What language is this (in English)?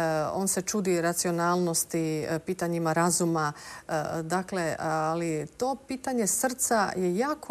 Croatian